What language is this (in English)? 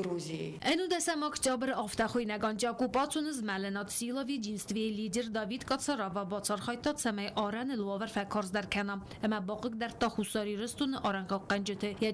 Ossetic